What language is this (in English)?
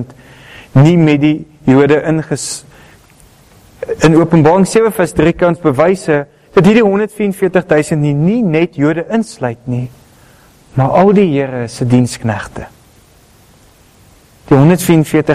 Afrikaans